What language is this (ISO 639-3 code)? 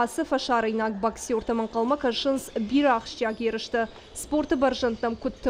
oss